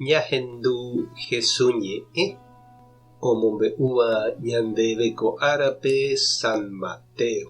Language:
Guarani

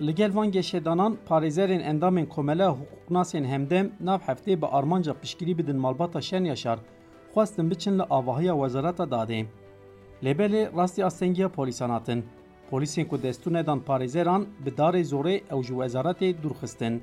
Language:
Kurdish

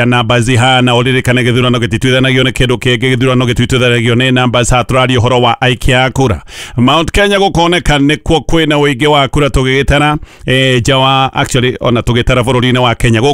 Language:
Kikuyu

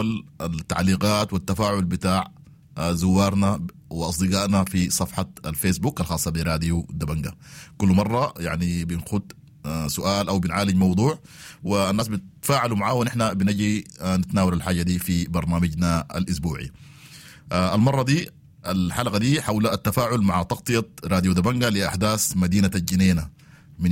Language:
Sudanese Arabic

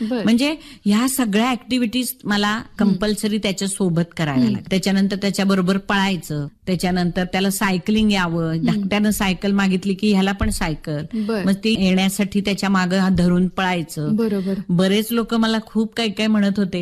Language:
Marathi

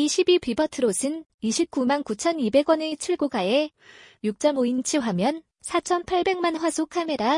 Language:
Korean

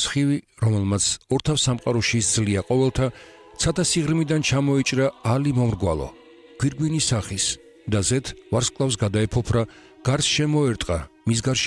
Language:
Georgian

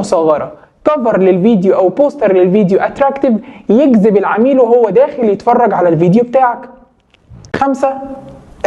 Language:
Egyptian Arabic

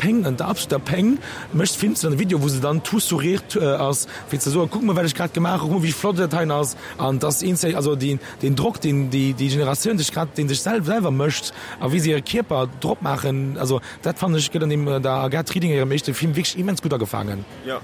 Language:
Luxembourgish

